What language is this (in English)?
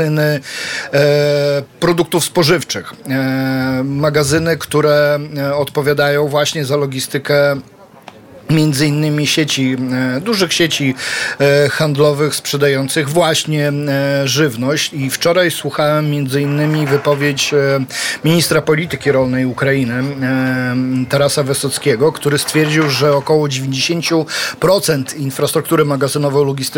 Polish